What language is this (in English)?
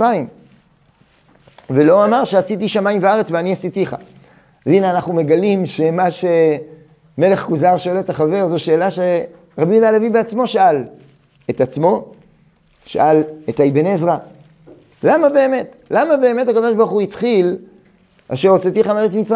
Hebrew